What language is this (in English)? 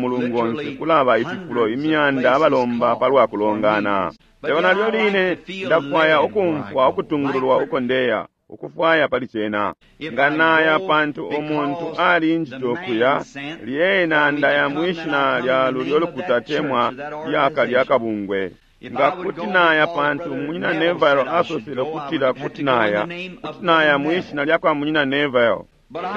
Bemba